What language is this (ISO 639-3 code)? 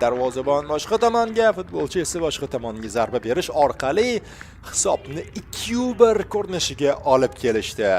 uzb